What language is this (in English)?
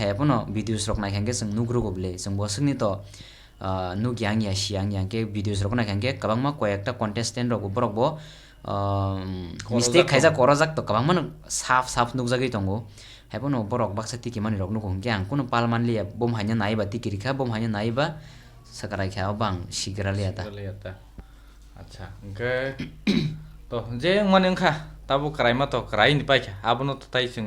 Kok Borok